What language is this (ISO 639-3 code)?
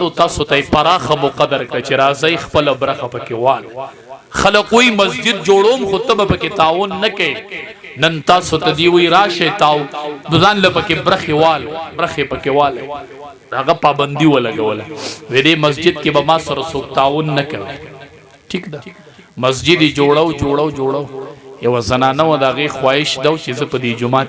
pus